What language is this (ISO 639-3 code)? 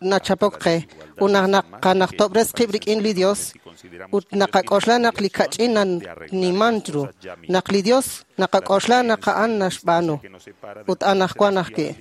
kek